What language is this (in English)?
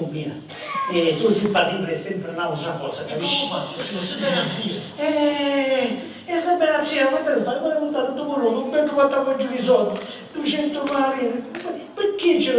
Sicilian